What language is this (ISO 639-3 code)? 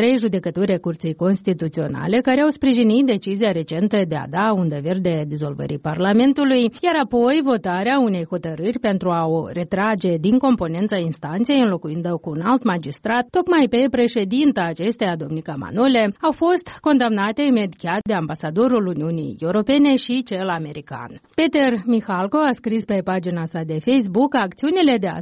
ron